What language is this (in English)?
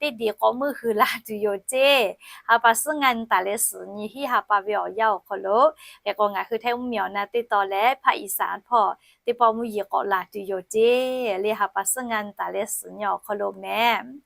Lahu